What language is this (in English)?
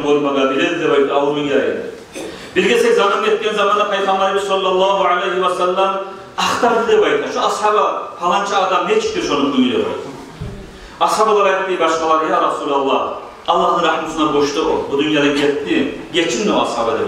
Kumyk